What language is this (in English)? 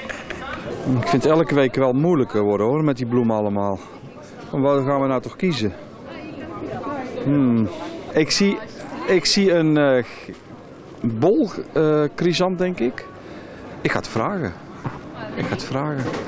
Dutch